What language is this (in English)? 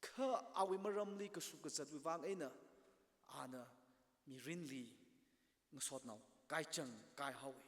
Tangkhul Naga (India)